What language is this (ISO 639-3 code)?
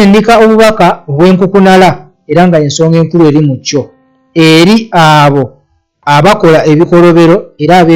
lug